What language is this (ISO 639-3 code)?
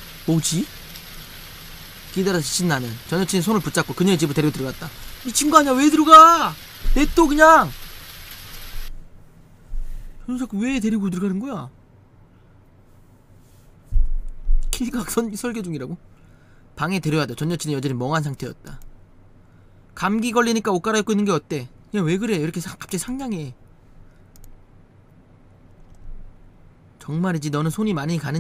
kor